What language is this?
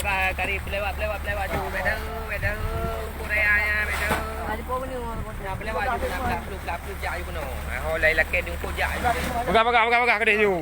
Achinese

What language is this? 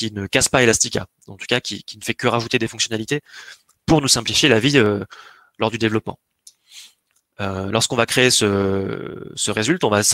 French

